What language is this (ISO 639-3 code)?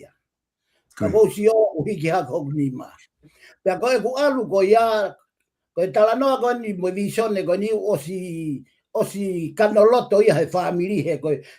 ton